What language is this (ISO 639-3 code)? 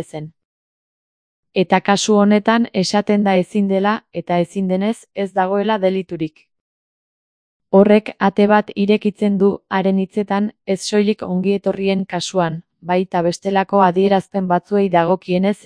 eus